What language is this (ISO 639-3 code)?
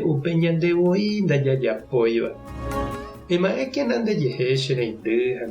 grn